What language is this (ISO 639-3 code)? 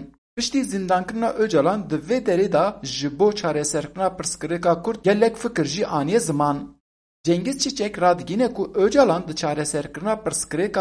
kur